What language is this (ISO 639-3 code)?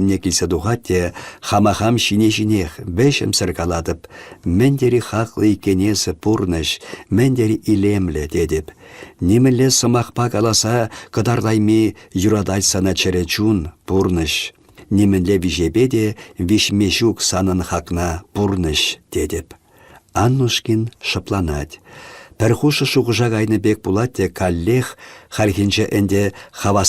chv